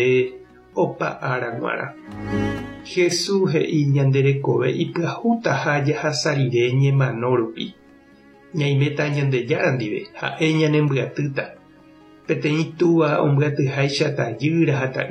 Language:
Guarani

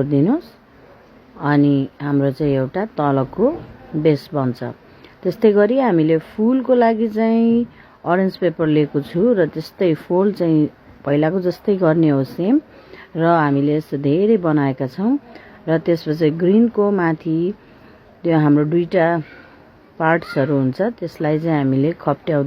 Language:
Nepali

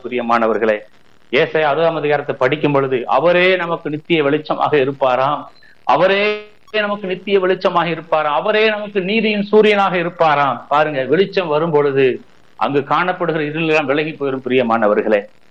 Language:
Tamil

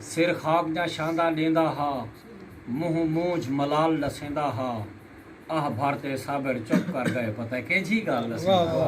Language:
Saraiki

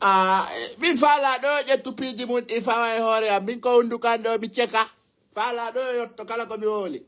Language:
Fula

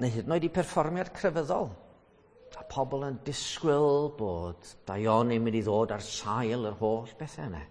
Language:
Welsh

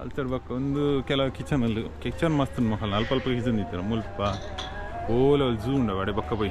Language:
Tulu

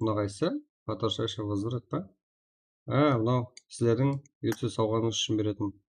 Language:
Kara-Kalpak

